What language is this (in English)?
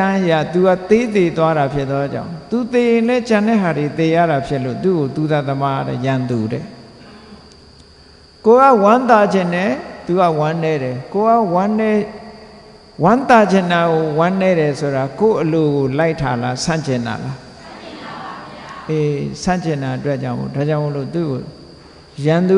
Burmese